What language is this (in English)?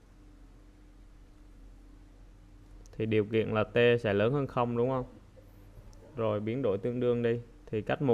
Vietnamese